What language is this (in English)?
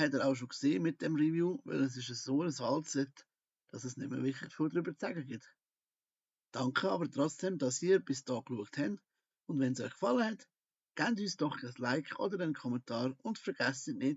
Swiss German